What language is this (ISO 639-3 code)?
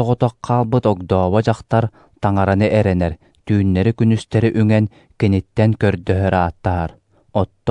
sah